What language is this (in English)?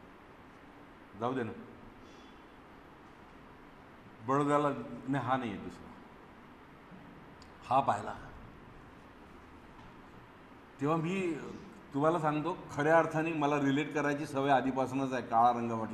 Marathi